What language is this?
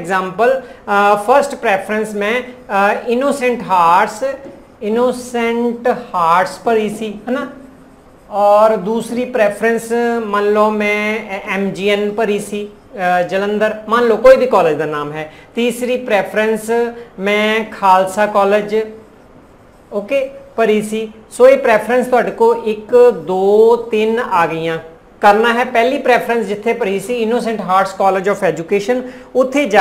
Punjabi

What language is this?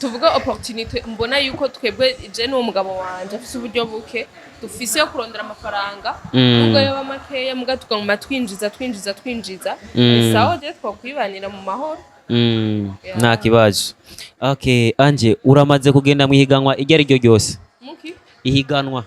Rundi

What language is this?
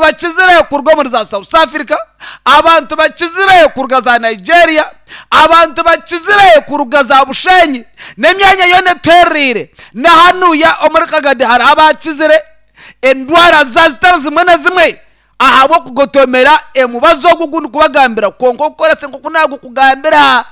Nyankole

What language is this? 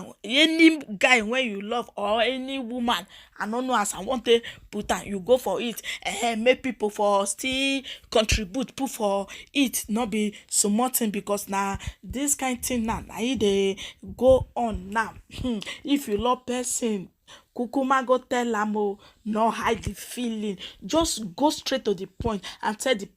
Nigerian Pidgin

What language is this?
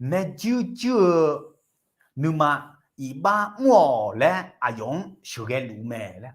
Akha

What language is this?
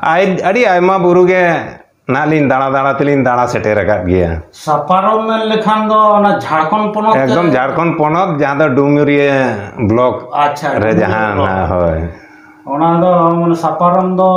Santali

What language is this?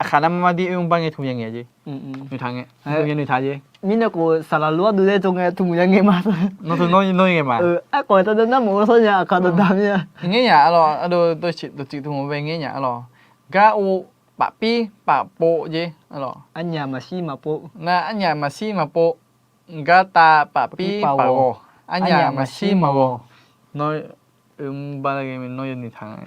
Akha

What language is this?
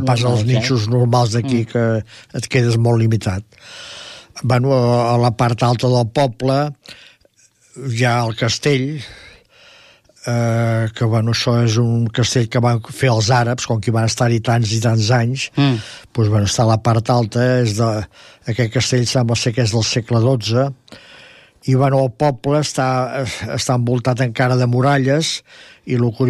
Catalan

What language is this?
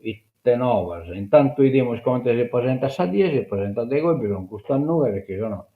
Sardinian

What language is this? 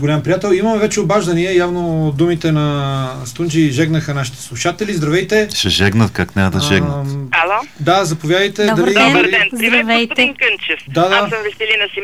Bulgarian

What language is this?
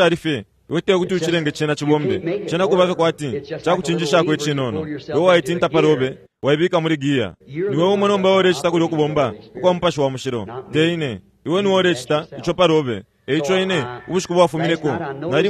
Bemba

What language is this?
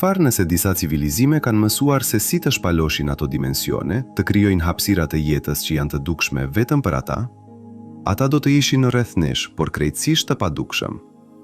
Albanian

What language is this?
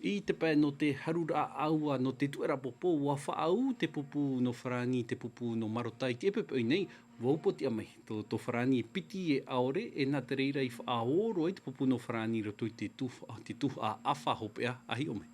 Tahitian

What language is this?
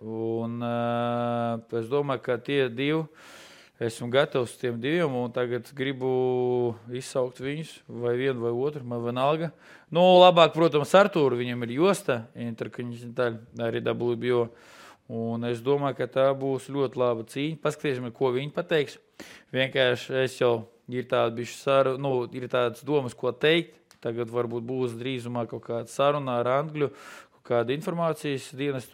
Latvian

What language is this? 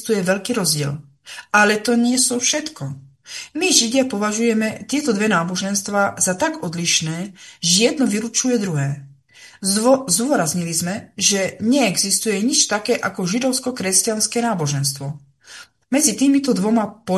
Slovak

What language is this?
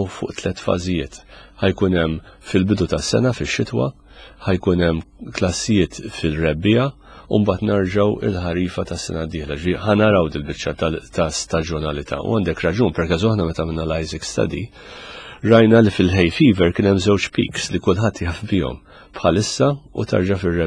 Maltese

